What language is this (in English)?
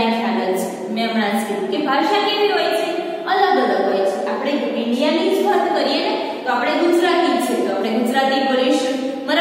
Gujarati